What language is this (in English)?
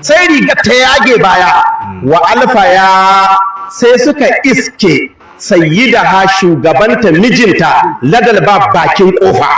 Hausa